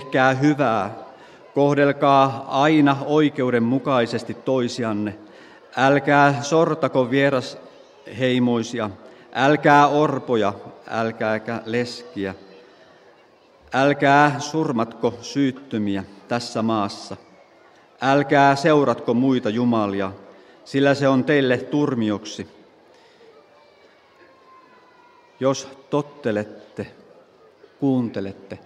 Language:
Finnish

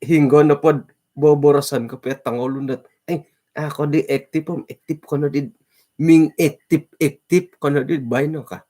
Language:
Central Dusun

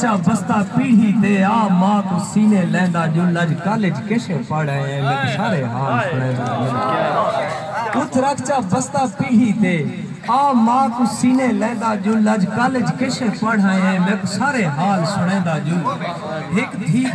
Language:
Saraiki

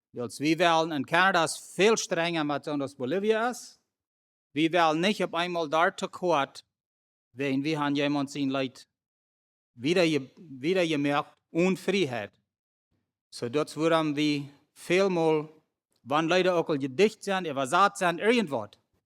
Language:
Plautdietsch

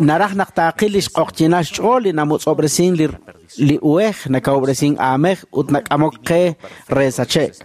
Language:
Kekchí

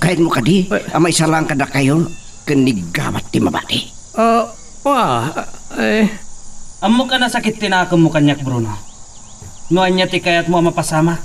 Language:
Iloko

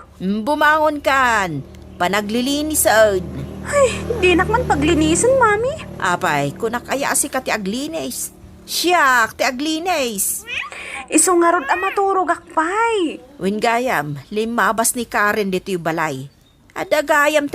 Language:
Iloko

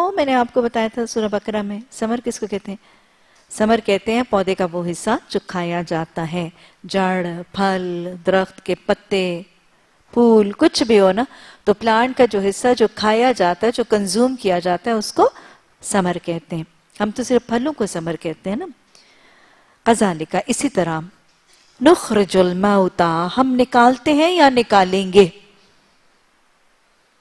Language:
Urdu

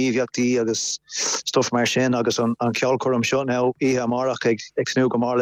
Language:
Irish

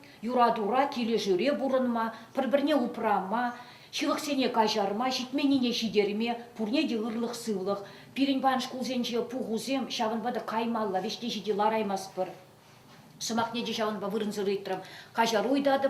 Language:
Chuvash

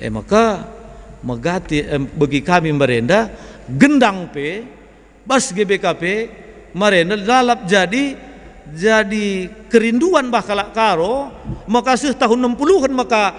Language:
Batak Karo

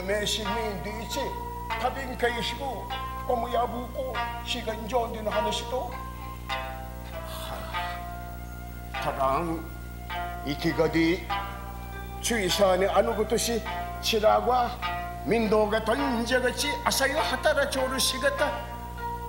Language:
Japanese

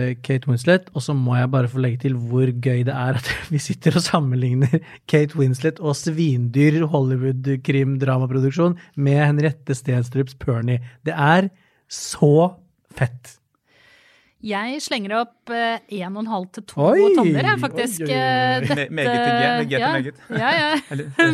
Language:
Norwegian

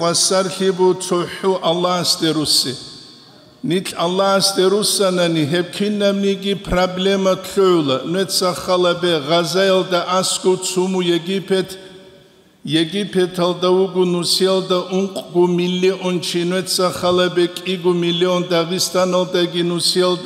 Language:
Avaric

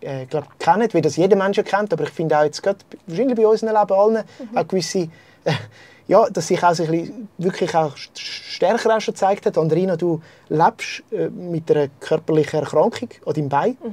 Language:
Swiss German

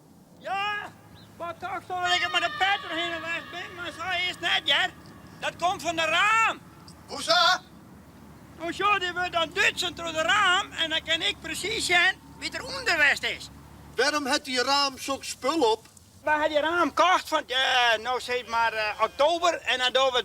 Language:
Western Frisian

